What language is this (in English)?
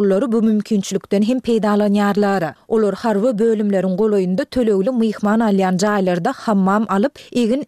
Turkmen